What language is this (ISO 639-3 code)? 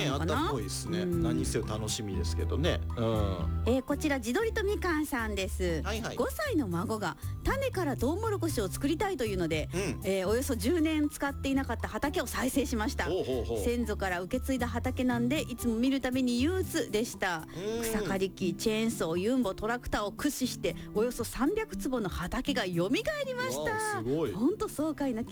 jpn